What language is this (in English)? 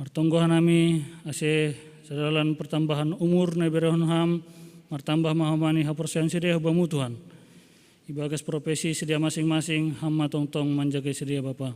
Batak Simalungun